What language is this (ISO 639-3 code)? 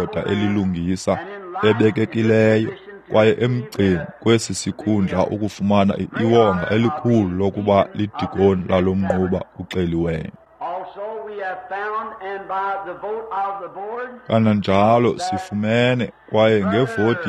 xho